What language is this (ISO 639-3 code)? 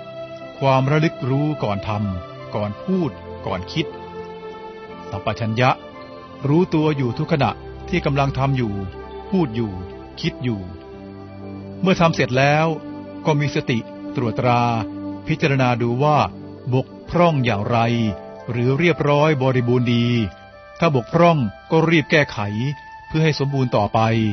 tha